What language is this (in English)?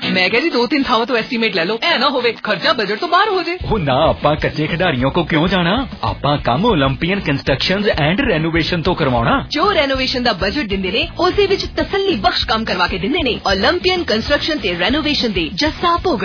Punjabi